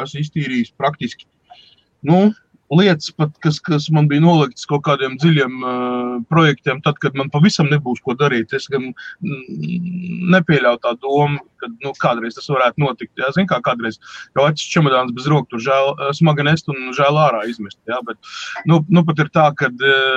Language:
Latvian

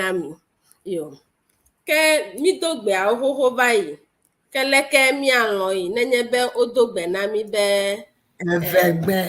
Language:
Ewe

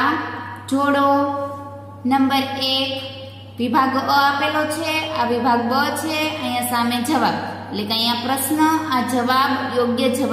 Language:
Gujarati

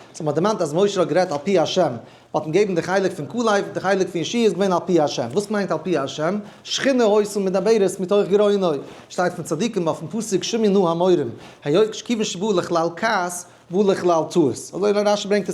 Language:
Yiddish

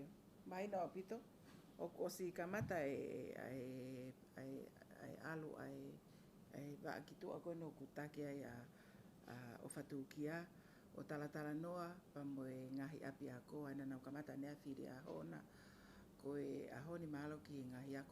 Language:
Tongan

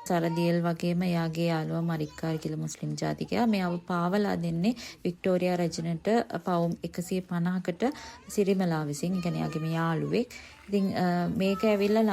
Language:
Sinhala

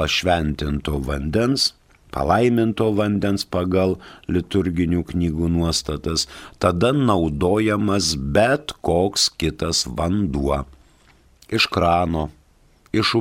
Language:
Lithuanian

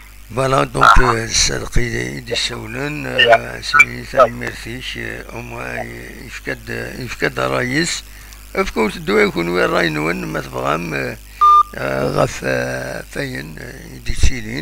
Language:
Kabyle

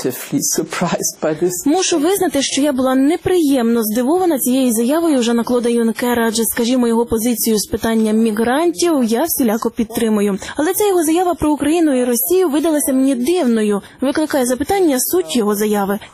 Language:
Ukrainian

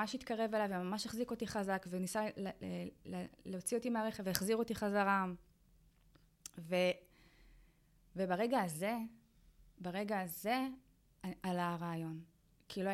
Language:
Hebrew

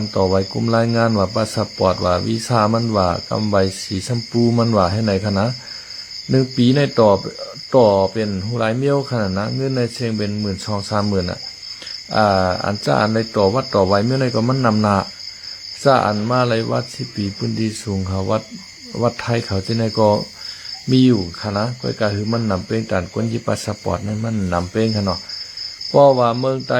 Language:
Shan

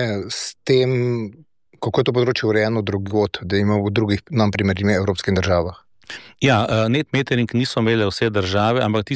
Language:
Slovenian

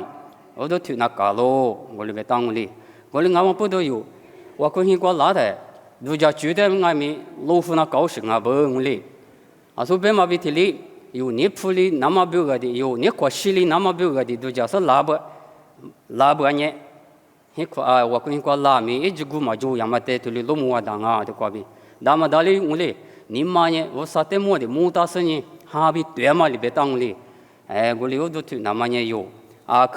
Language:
Lisu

